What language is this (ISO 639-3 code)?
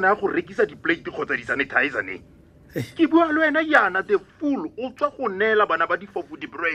tsn